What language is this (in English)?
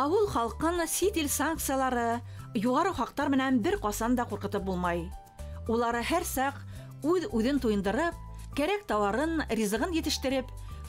Bashkir